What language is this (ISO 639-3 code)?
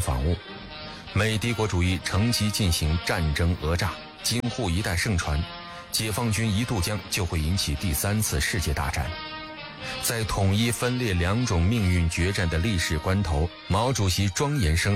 zho